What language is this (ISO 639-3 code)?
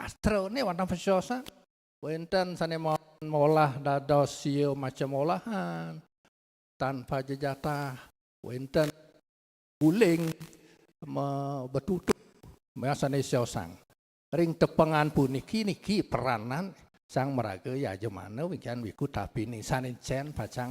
ban